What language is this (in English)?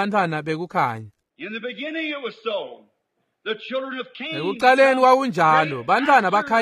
Swati